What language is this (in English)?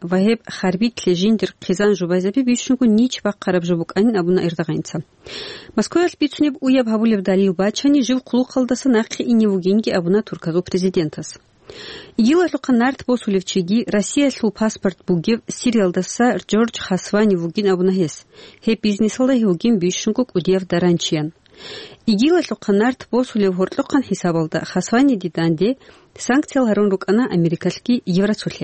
Avaric